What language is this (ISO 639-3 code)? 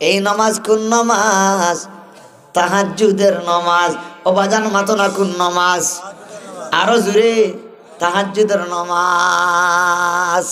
syl